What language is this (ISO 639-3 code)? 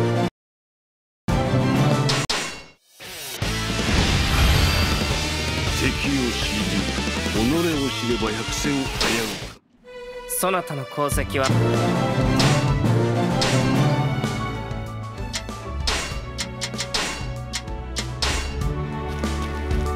jpn